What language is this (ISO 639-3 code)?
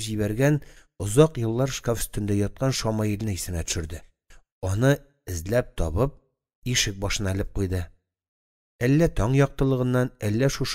tat